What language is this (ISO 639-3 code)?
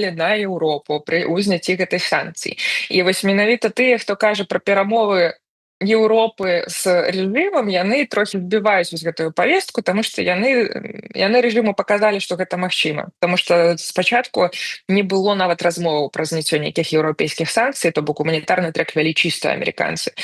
bel